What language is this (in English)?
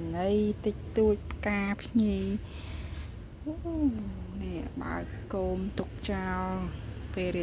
Khmer